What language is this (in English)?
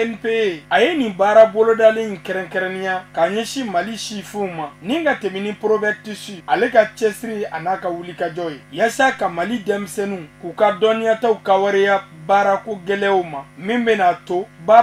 Bambara